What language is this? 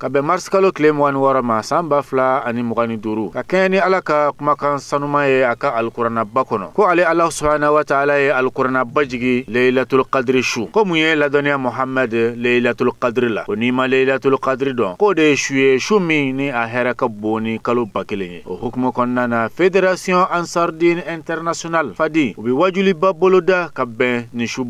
Bambara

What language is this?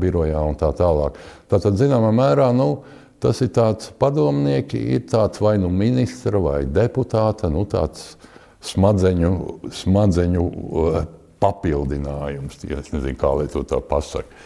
Latvian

